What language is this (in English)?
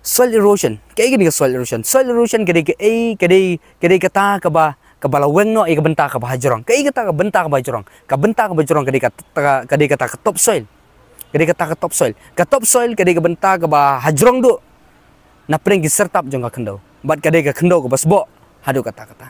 Khasi